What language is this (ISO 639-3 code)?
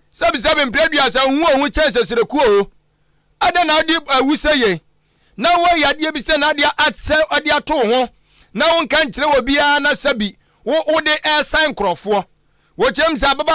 aka